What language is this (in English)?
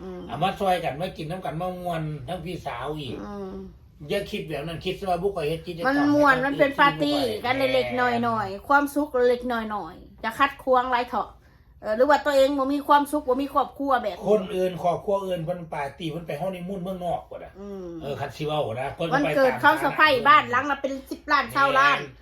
Northeastern Thai